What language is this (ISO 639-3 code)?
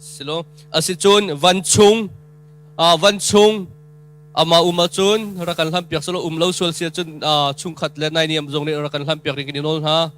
cnh